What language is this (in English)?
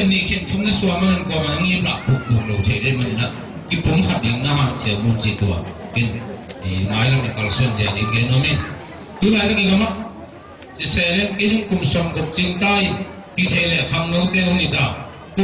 Tedim Chin